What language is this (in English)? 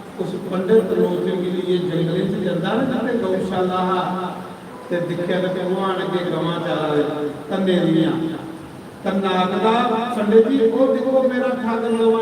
Dogri